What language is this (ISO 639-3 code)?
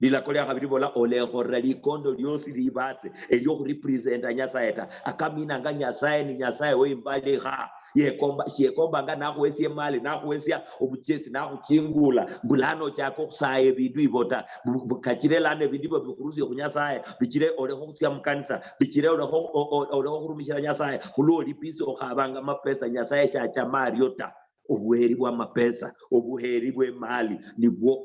luy